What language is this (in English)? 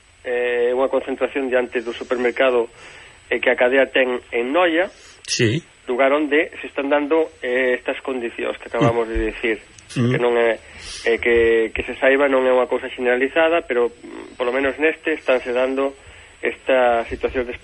Galician